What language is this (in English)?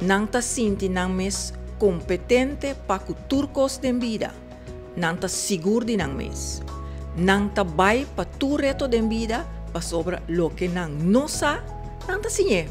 Papiamento